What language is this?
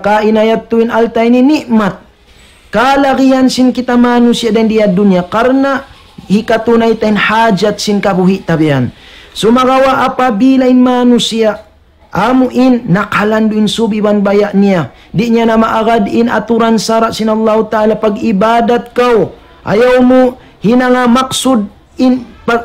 Tausug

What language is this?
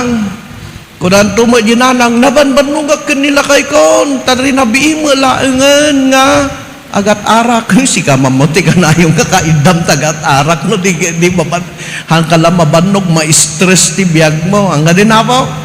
Iloko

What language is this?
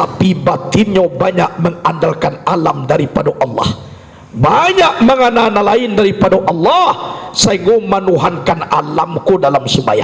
Minangkabau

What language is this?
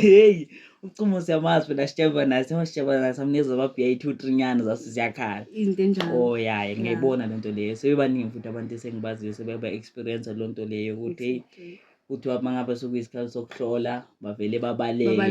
Zulu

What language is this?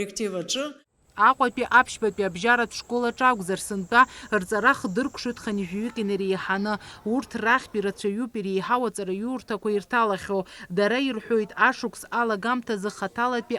Abkhazian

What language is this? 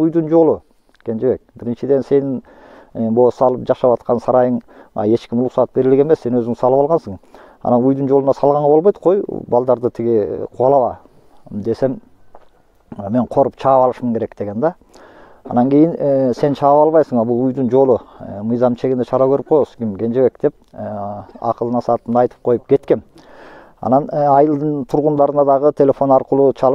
Kyrgyz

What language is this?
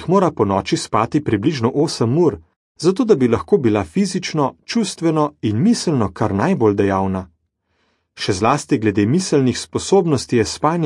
Slovenian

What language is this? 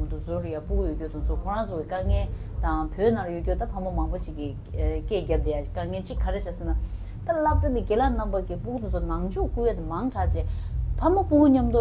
Tibetan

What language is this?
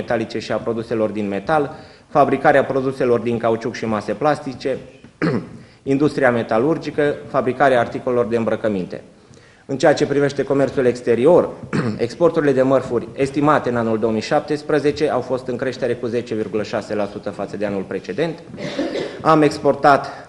Romanian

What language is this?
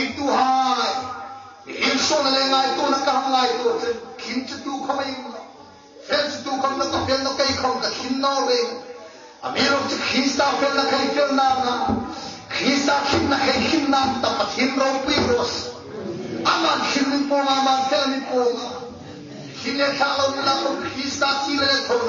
Hmar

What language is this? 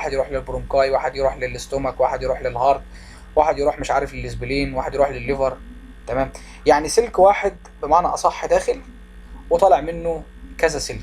Egyptian Arabic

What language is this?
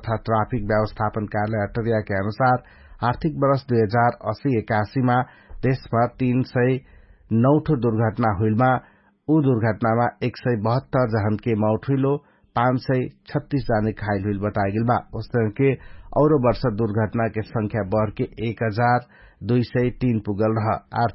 Dangaura Tharu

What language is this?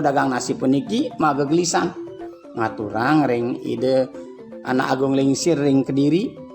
Balinese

